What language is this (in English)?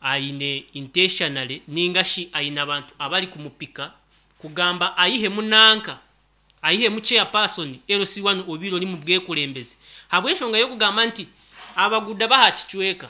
Nyankole